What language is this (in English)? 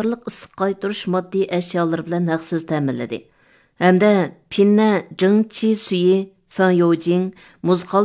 Uyghur